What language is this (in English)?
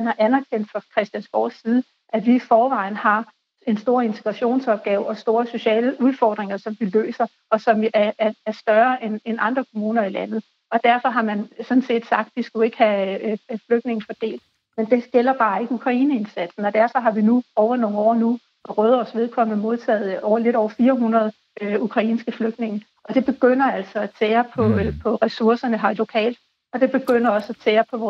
Danish